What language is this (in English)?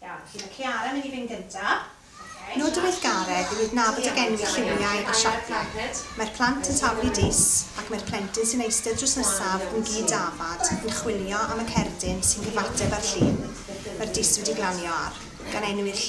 Welsh